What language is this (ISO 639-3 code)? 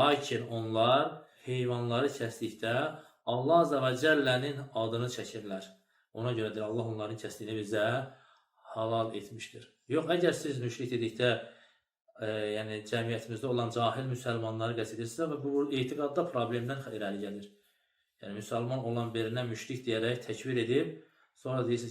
aze